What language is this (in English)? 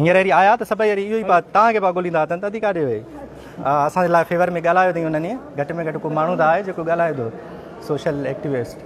Sindhi